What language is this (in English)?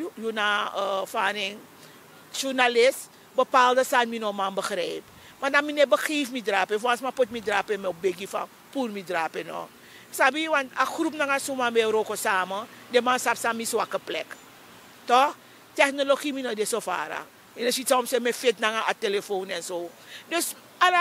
Sranan Tongo